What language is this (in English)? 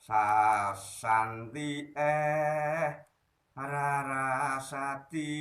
Javanese